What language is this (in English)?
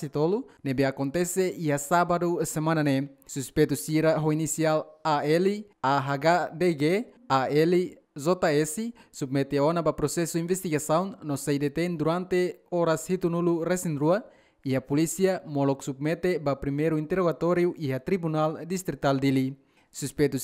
Tetum